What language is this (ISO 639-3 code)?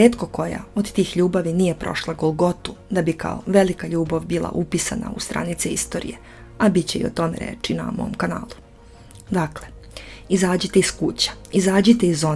srp